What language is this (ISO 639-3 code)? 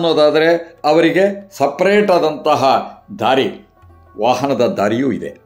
kan